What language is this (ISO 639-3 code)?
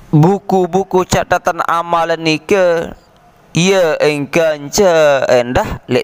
sas